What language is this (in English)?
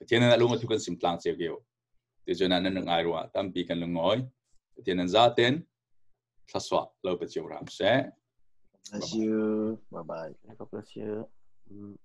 Falam Chin